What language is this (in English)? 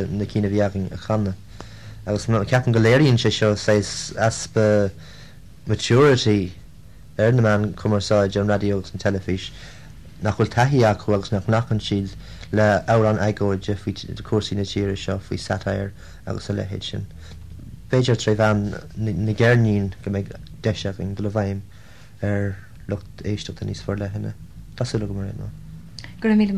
Irish